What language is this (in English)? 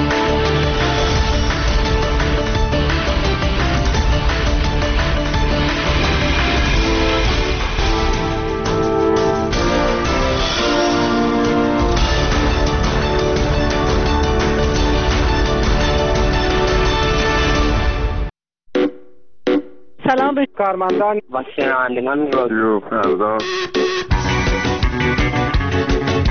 Persian